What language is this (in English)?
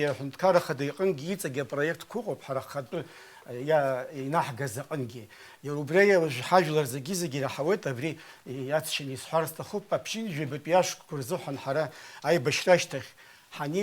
Abkhazian